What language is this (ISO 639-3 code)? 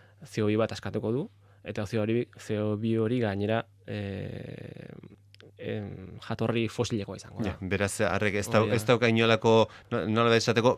eus